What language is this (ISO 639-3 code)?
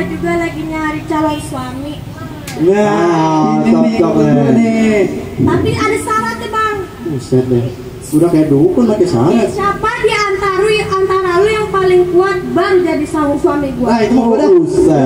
bew